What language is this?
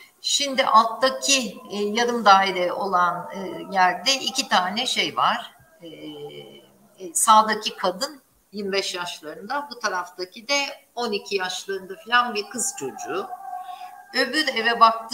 Turkish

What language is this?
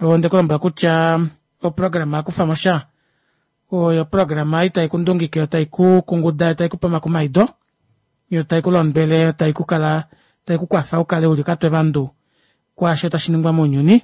Kuanyama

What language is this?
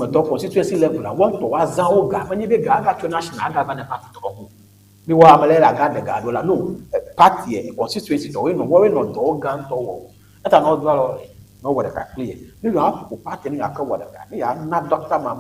Ewe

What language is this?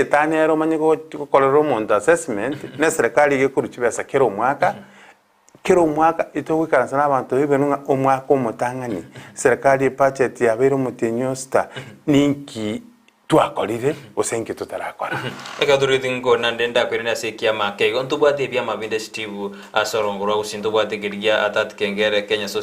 Gusii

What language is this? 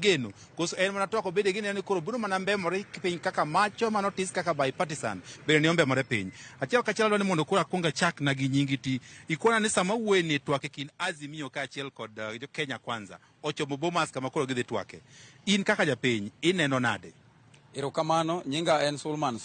Luo (Kenya and Tanzania)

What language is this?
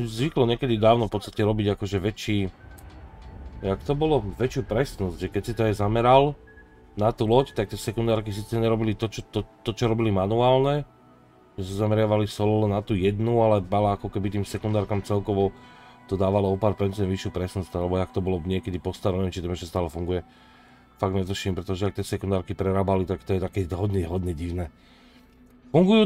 Slovak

